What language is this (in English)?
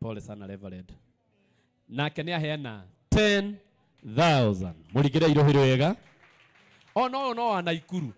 Kikuyu